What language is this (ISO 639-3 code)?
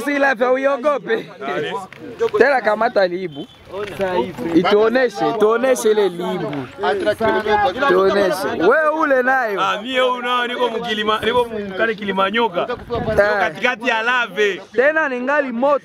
swa